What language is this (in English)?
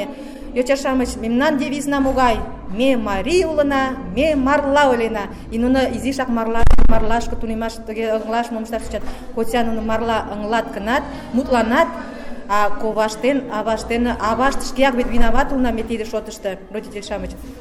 Mari